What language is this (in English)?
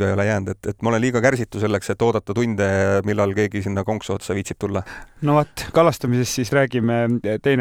Estonian